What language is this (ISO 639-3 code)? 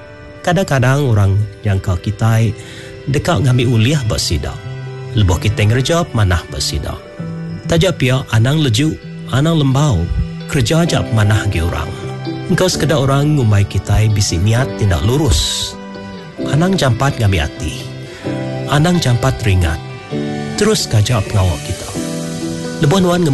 iba